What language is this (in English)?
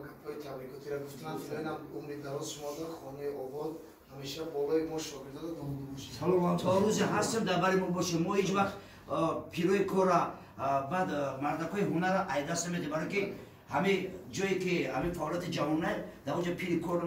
Tajik